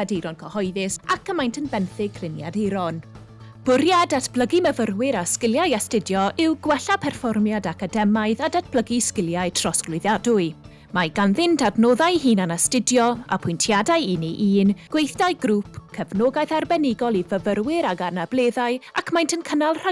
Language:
Welsh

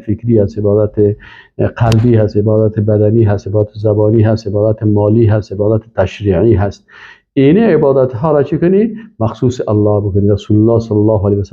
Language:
Persian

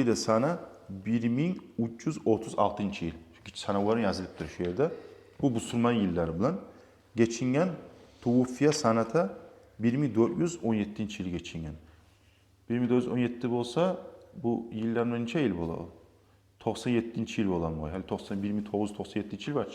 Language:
Kumyk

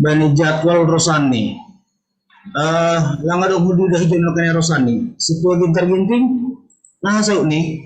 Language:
Batak Simalungun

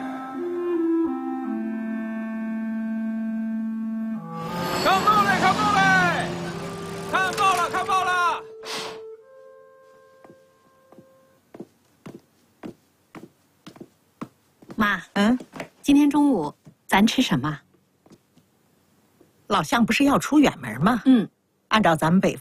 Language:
Chinese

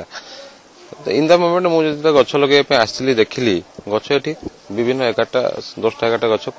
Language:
Odia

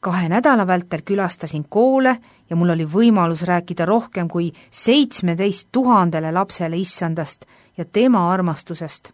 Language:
Estonian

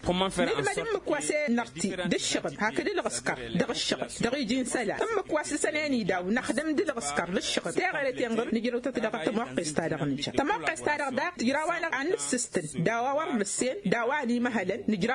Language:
Tamasheq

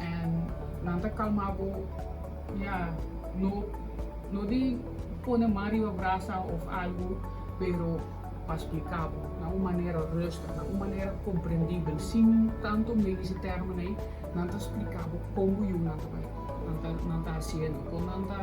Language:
Papiamento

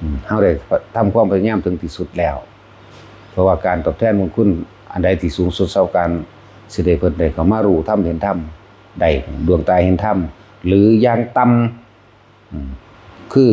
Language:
Northeastern Thai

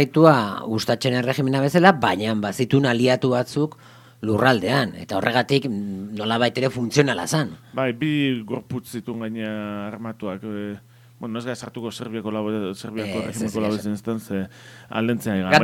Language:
Basque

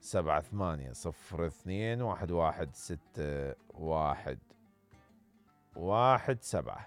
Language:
Mesopotamian Arabic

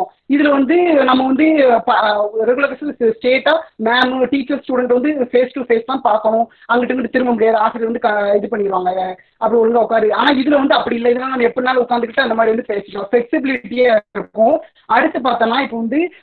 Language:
Tamil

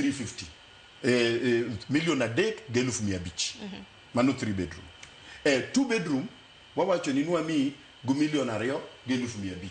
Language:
Luo (Kenya and Tanzania)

